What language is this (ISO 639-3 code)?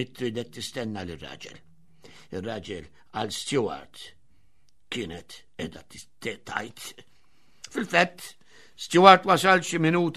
mlt